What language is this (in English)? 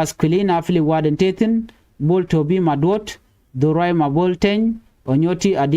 Nuer